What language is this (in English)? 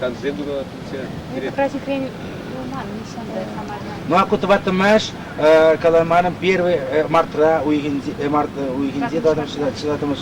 Chuvash